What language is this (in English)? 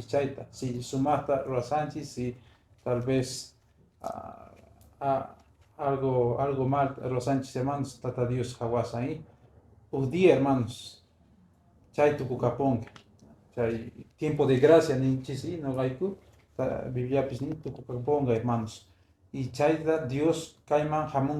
Quechua